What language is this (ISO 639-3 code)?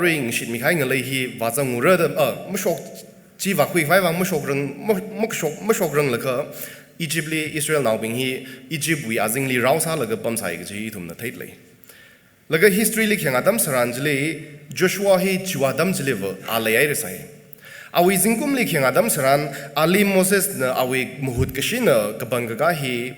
nmf